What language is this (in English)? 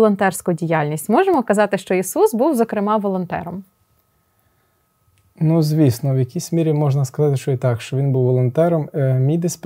Ukrainian